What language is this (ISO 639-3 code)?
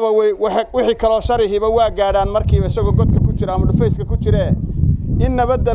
som